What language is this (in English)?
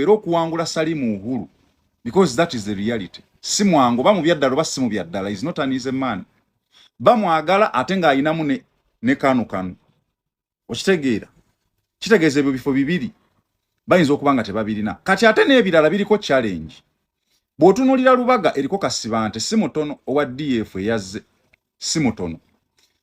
Ganda